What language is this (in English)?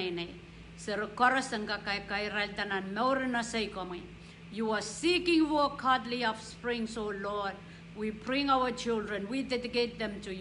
Pohnpeian